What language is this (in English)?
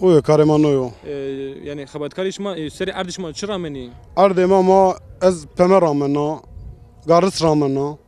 Zaza